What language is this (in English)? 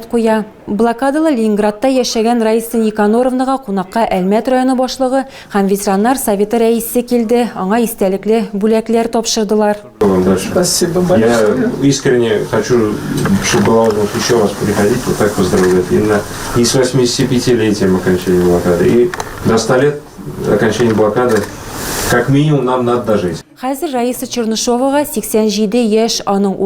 Tatar